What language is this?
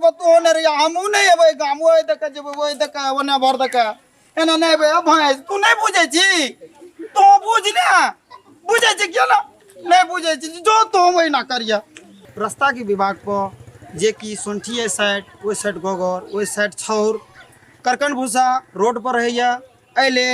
Maithili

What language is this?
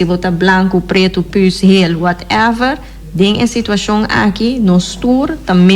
Papiamento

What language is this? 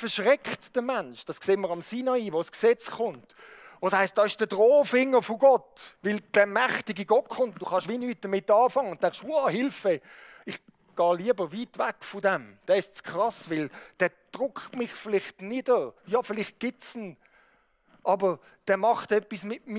Swiss German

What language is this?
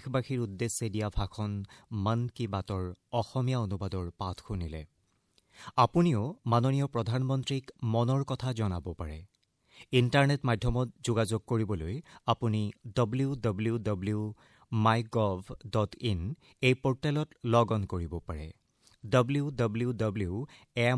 Assamese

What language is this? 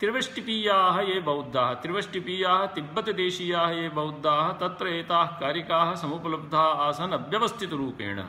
Sanskrit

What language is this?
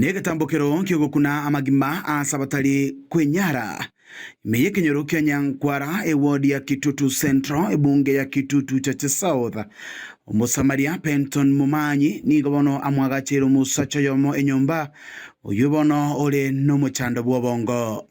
Gusii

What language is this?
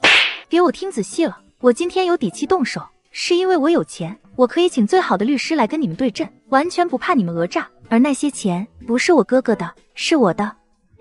Chinese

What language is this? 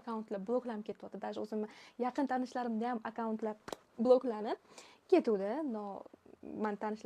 Uzbek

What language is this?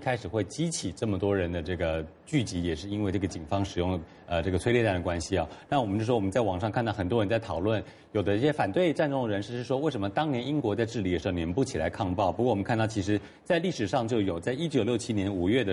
Chinese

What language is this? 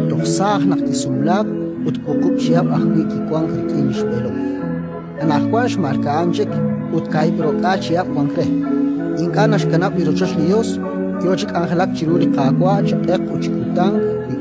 Kekchí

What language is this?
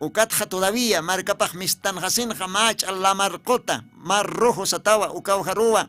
Aymara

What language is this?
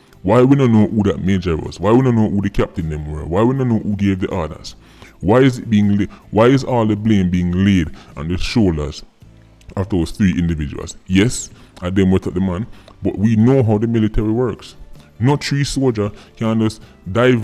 Jamaican Creole English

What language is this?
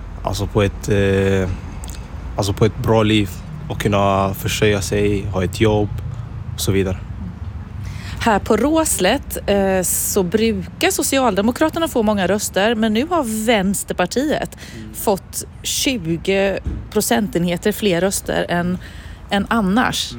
Swedish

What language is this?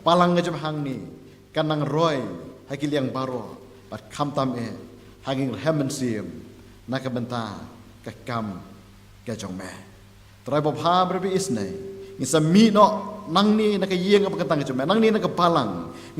Khasi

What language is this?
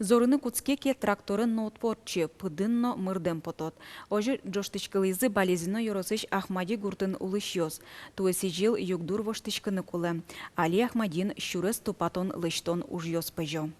Udmurt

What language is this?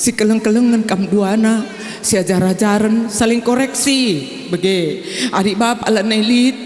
Batak Karo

